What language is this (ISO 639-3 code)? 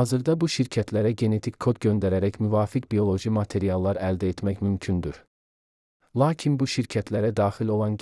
aze